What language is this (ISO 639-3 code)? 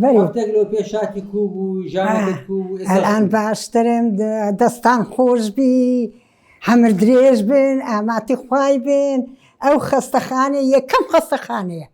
ckb